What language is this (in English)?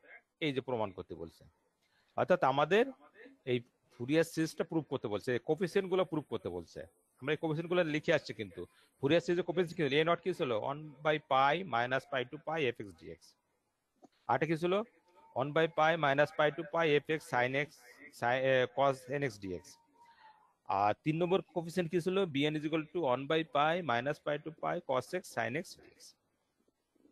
Bangla